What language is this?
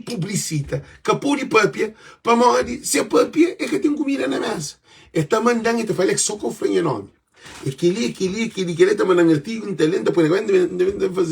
Kabuverdianu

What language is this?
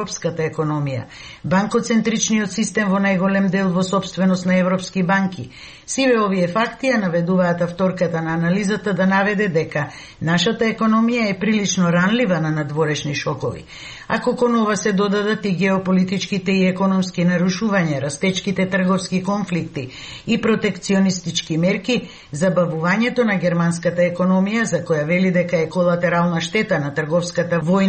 Macedonian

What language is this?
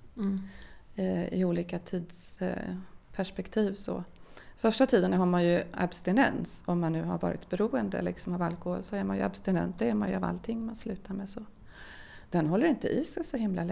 Swedish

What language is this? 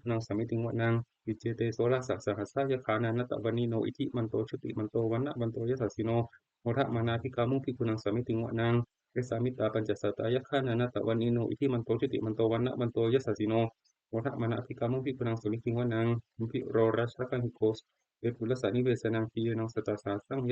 Pali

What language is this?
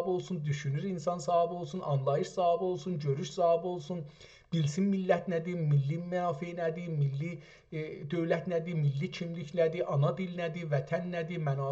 South Azerbaijani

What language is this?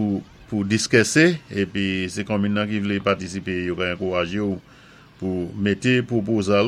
Saint Lucian Creole French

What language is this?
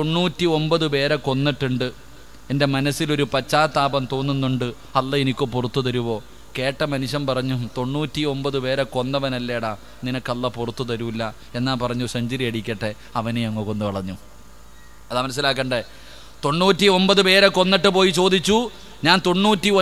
Malayalam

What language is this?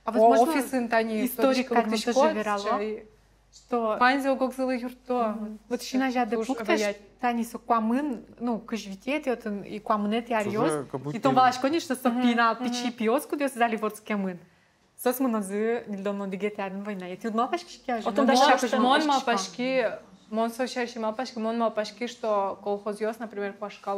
Udmurt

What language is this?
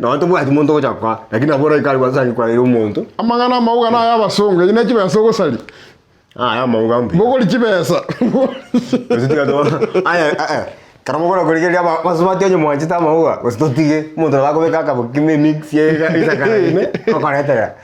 Gusii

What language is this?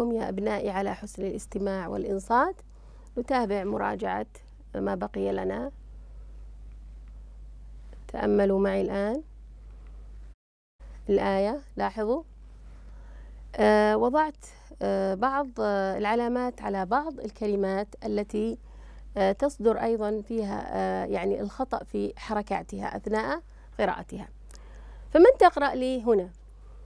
Arabic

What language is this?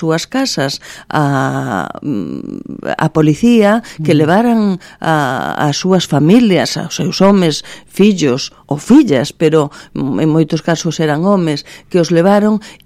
Galician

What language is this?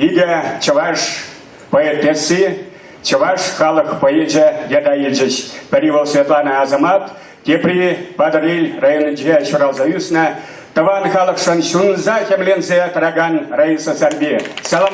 Chuvash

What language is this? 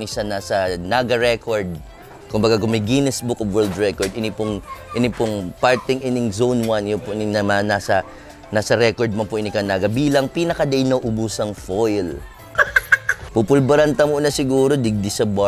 Bikol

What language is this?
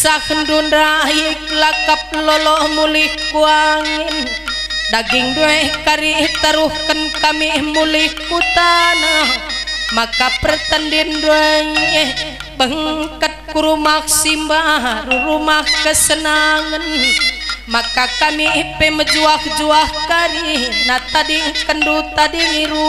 Batak Karo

